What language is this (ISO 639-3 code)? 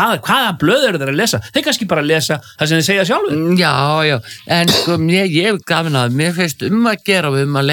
isl